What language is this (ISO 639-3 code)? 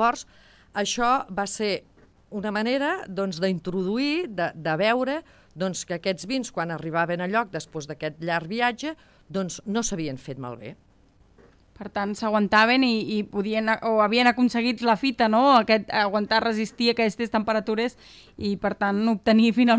cat